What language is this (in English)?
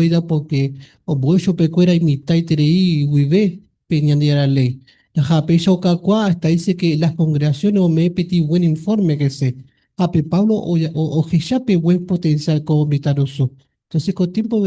Guarani